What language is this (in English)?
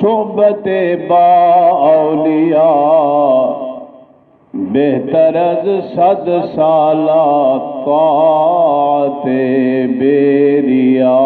Saraiki